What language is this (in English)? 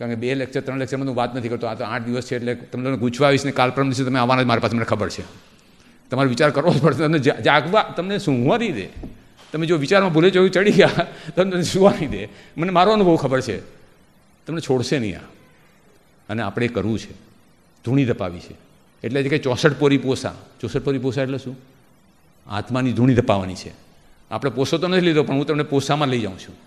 Gujarati